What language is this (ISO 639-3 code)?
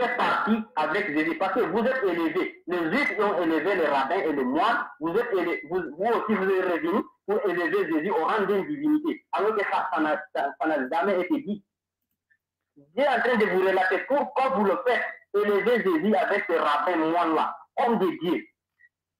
fra